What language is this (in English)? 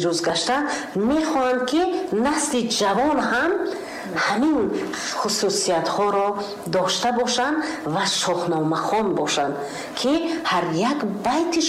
Tajik